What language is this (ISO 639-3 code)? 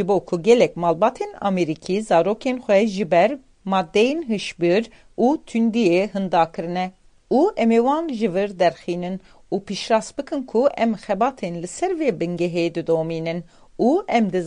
kur